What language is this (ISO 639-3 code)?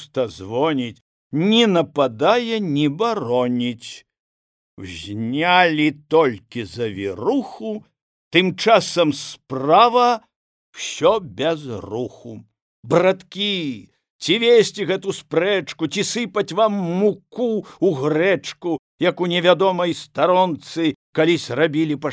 bel